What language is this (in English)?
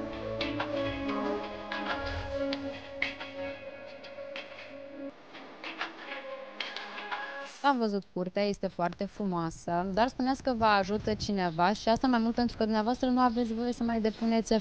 Romanian